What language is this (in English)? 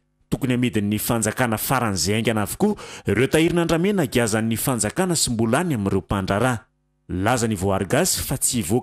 Malagasy